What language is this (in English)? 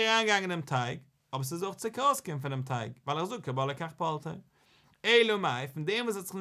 Yiddish